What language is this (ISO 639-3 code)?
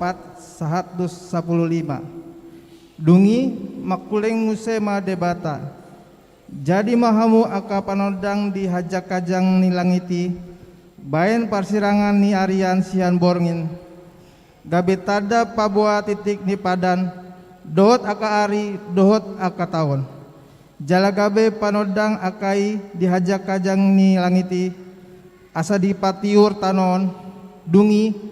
bbc